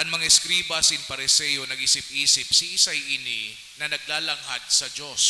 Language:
Bikol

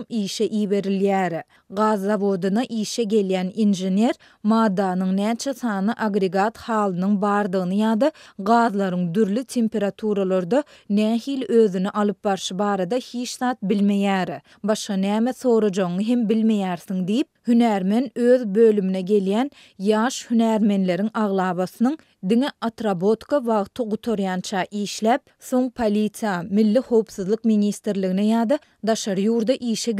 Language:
Turkmen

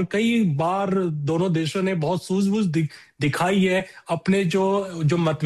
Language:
Hindi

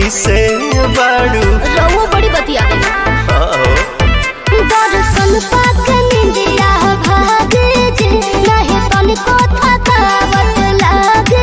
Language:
Bhojpuri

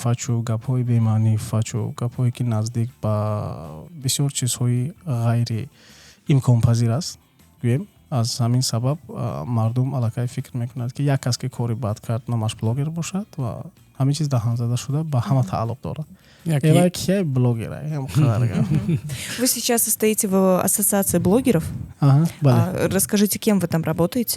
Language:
Tajik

